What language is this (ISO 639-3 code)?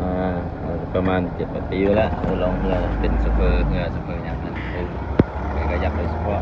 lao